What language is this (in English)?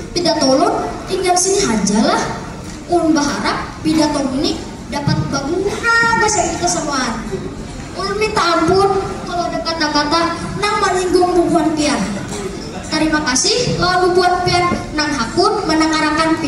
Banjar